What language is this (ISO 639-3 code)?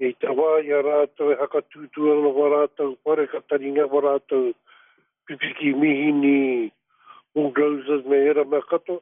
mri